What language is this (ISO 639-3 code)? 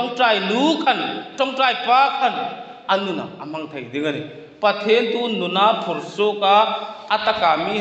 hmr